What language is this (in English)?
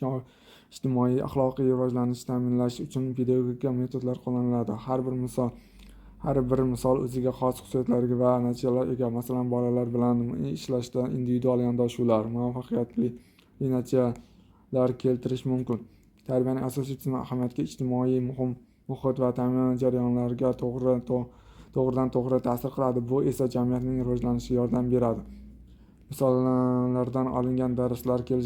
Uzbek